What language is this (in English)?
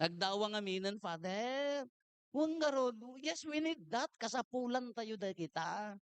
Iloko